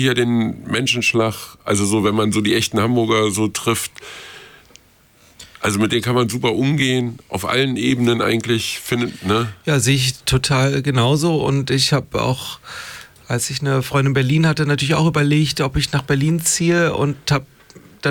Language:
German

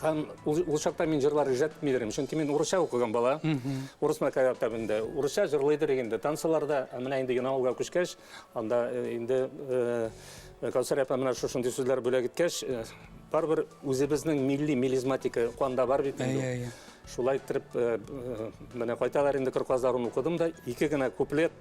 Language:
Bashkir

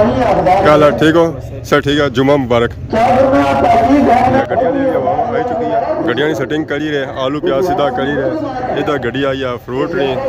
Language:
Pahari-Potwari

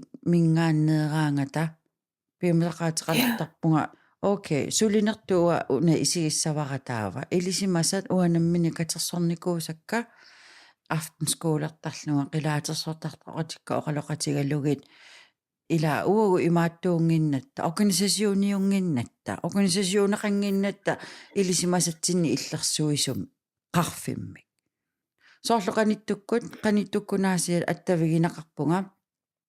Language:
Kalaallisut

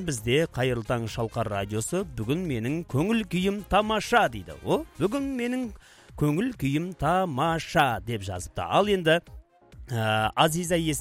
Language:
Kazakh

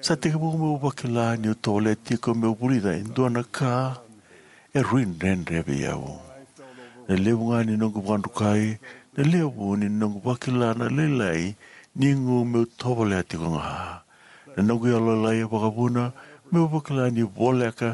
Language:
Fijian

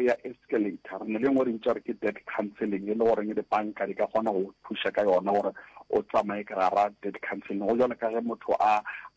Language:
Northern Sotho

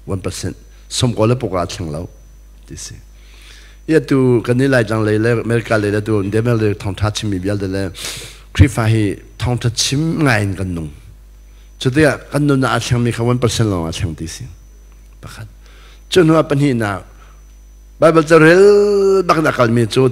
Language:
Hakha Chin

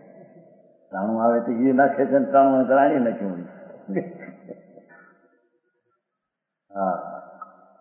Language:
Gujarati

